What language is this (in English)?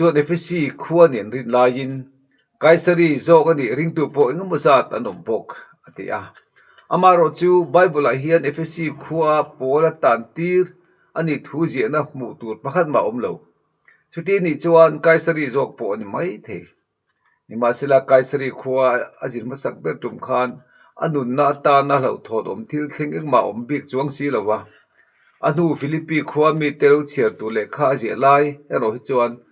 Mizo